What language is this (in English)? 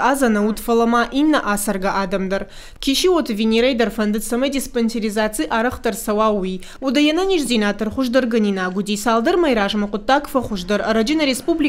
Ossetic